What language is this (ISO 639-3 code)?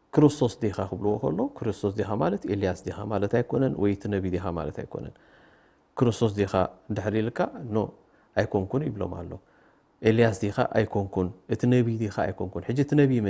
tir